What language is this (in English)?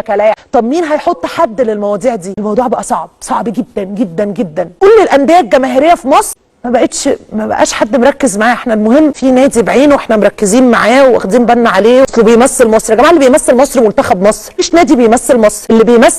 Egyptian Arabic